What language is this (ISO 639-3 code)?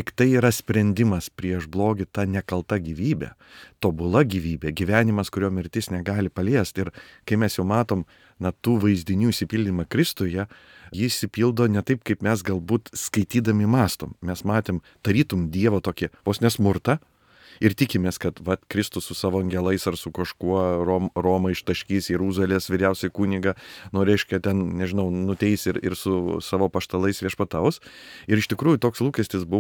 lit